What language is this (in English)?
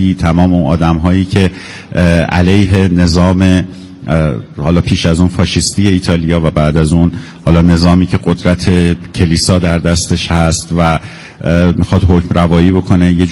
Persian